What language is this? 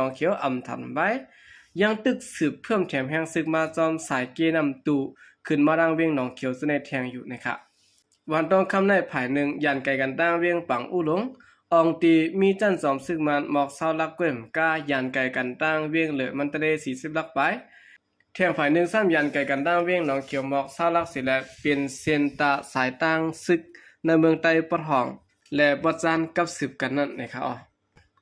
Shan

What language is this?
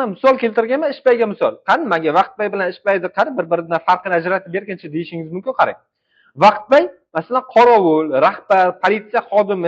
Uzbek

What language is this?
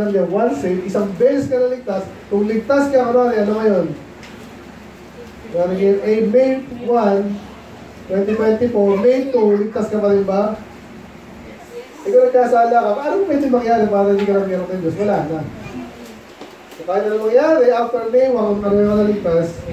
Filipino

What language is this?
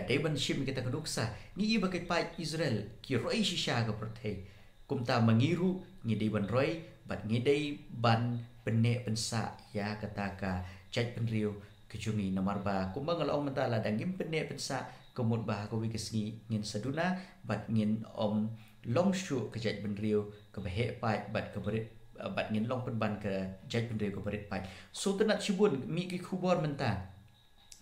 Khasi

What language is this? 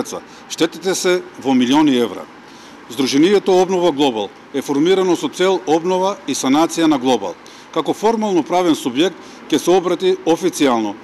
Macedonian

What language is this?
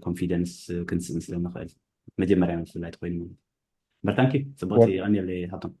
Tigrinya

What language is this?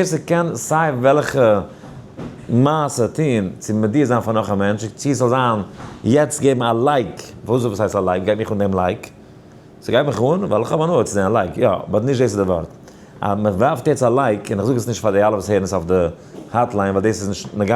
Yiddish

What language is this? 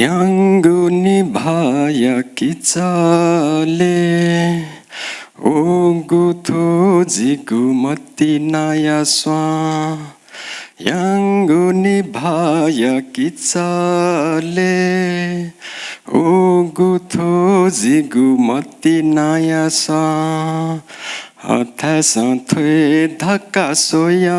Newari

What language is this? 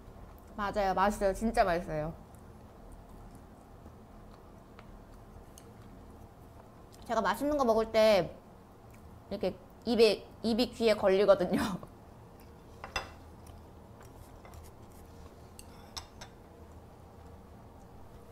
Korean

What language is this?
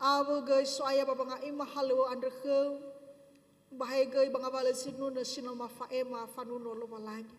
Nias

